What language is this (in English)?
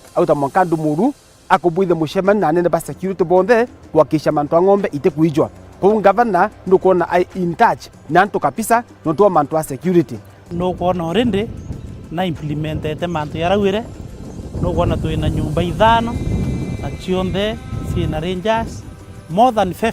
Meru